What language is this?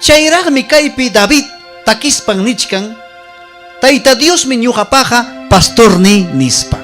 Ayacucho Quechua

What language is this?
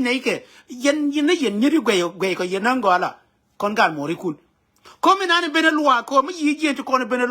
Nuer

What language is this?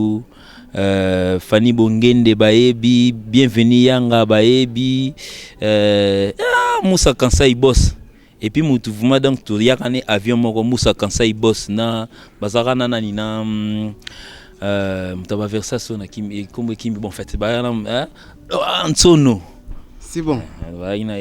Lingala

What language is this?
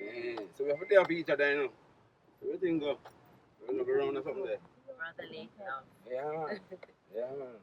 Jamaican Creole English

